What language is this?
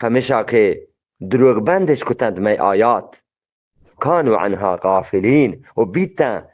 Eastern Balochi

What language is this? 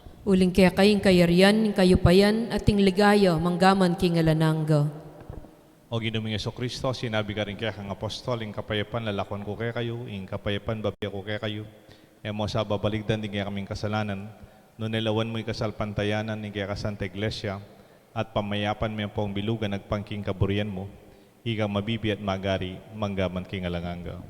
Pampanga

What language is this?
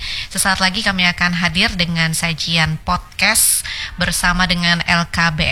Indonesian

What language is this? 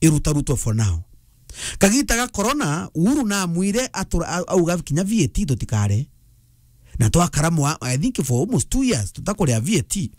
Meru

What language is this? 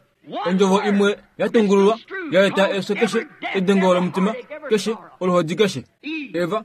Kuanyama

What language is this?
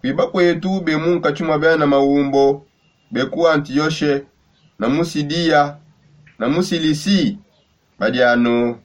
Songe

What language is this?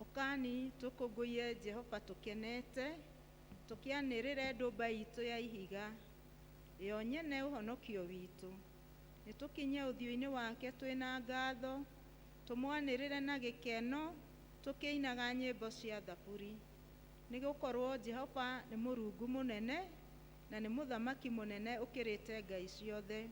Kikuyu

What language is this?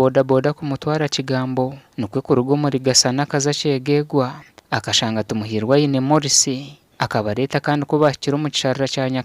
Nyankole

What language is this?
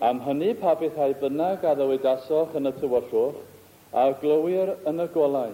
Welsh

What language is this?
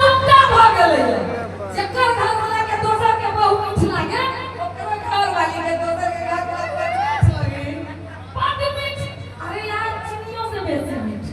Maithili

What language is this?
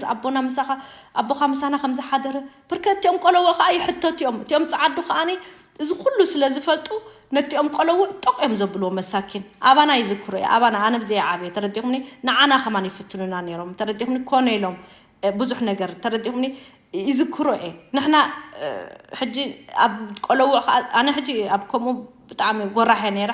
Tigrinya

